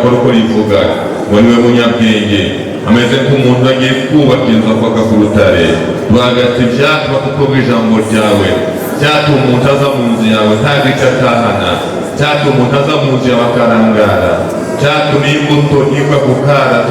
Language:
Kinyarwanda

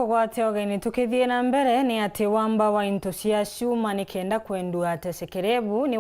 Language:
Meru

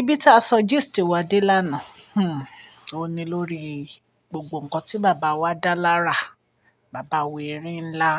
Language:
Yoruba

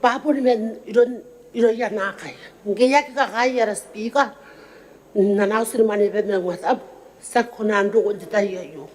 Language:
Gilbertese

